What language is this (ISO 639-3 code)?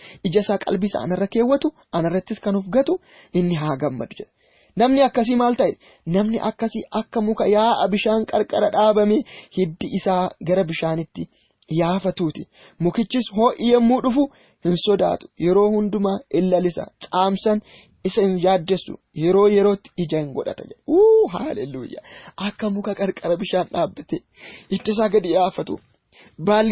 orm